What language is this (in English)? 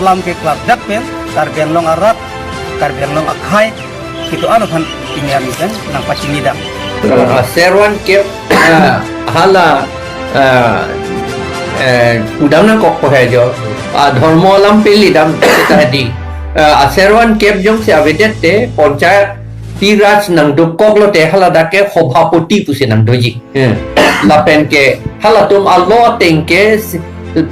Karbi